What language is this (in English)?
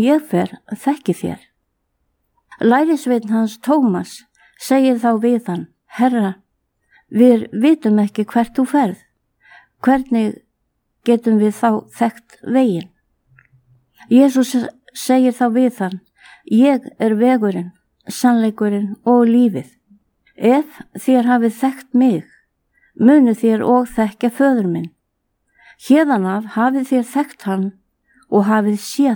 Icelandic